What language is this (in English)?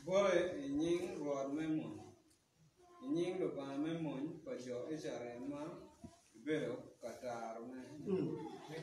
Acoli